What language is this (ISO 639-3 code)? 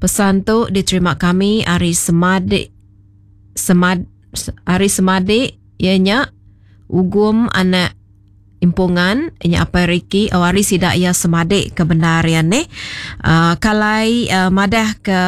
iba